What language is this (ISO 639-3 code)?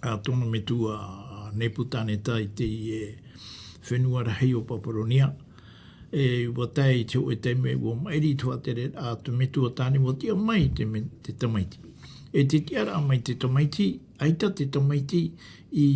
tah